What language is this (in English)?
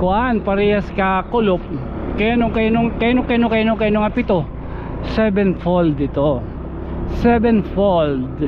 Waray